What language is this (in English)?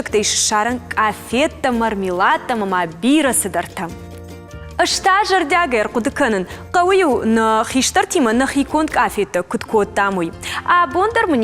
Ossetic